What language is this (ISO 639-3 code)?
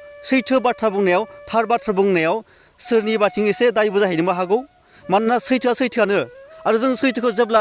brx